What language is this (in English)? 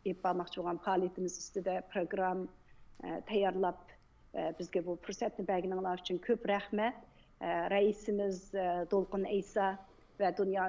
Uyghur